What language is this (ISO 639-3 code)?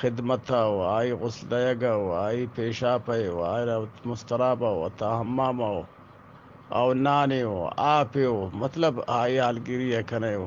bgp